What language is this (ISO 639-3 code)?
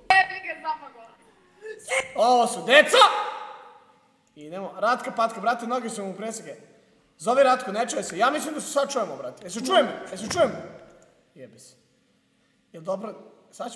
srp